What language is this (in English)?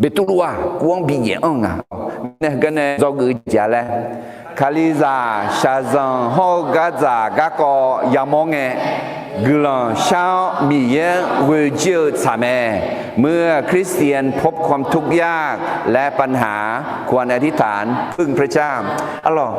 Akha